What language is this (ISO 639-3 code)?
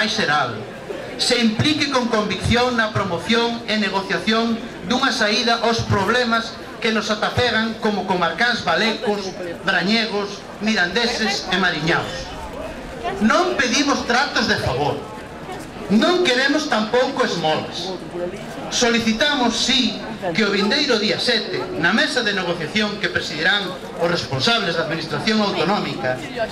glg